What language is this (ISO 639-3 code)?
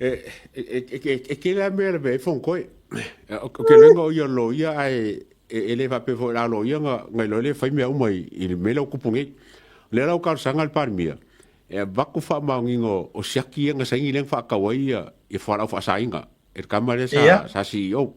smo